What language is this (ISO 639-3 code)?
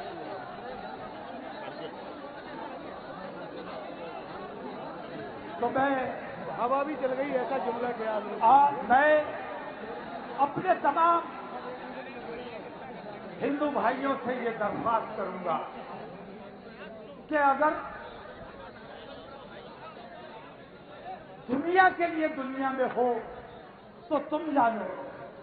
urd